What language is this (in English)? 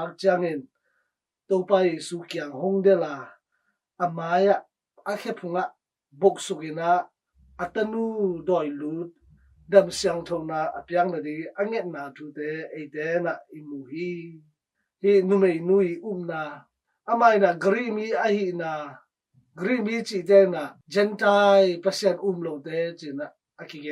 Tedim Chin